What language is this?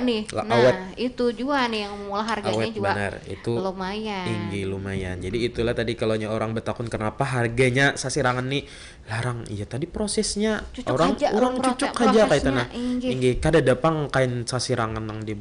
Banjar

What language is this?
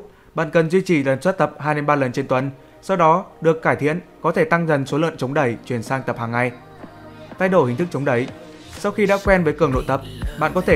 Vietnamese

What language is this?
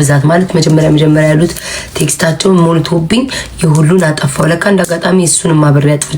Amharic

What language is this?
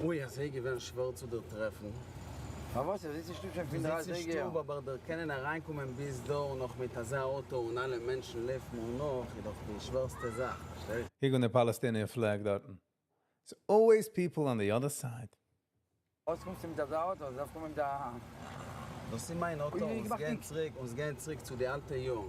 Yiddish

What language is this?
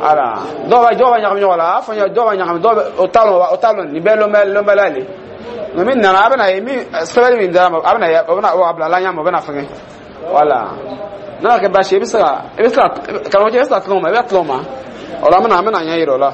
Dyula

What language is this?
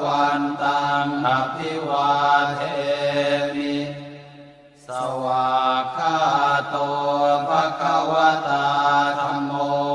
Pali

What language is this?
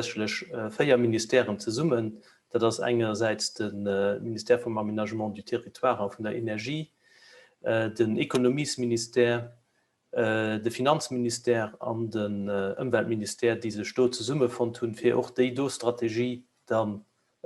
Luxembourgish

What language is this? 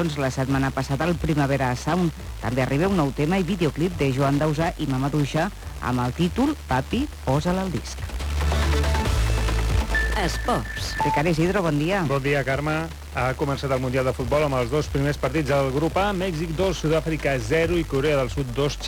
Catalan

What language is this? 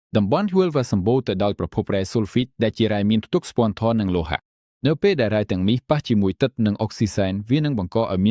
Khmer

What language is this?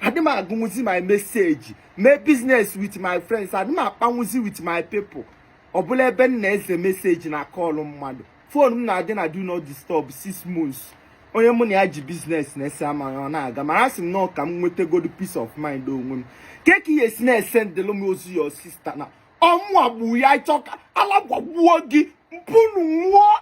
Igbo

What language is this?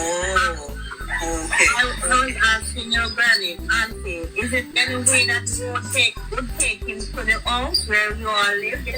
Jamaican Creole English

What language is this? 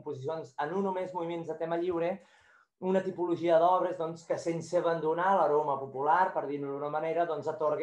Catalan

